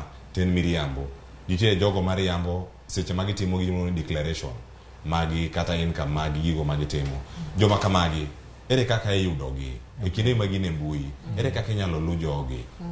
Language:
Luo (Kenya and Tanzania)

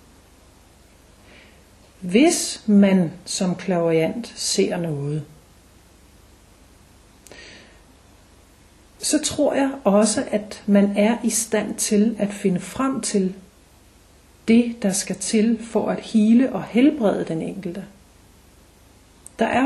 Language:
Danish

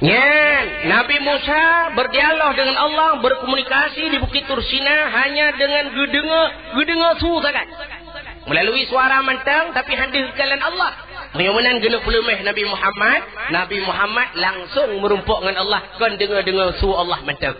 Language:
Achinese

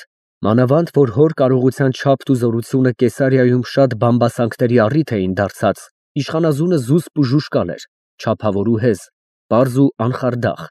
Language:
Armenian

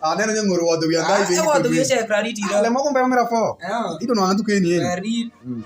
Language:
Alur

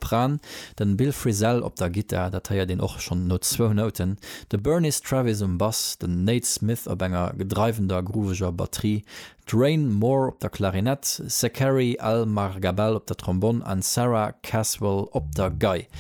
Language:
Luxembourgish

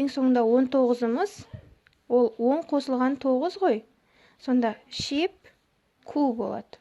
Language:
Kazakh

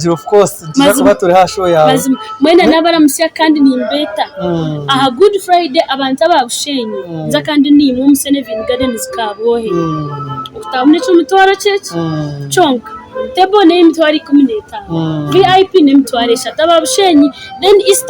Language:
Nyankole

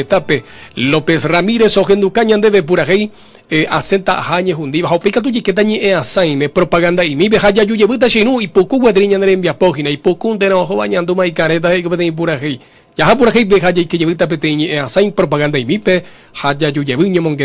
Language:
Guarani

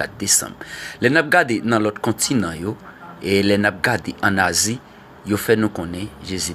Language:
Haitian Creole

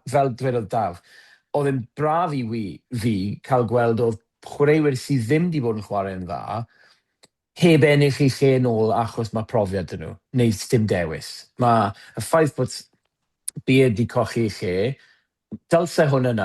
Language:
Welsh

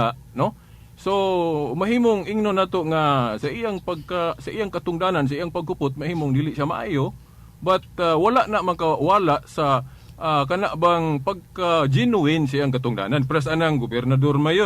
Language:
Cebuano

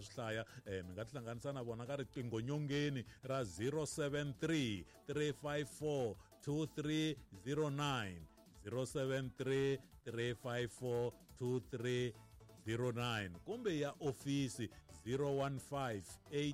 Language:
Tsonga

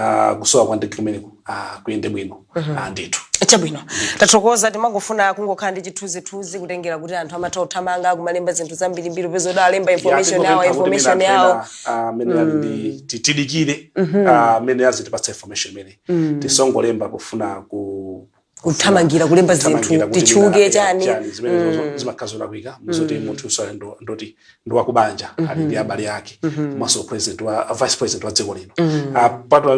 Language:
Nyanja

